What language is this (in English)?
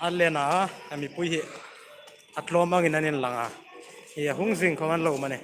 Hmar